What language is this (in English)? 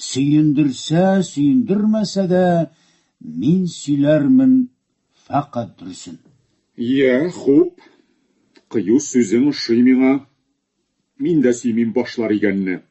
Tatar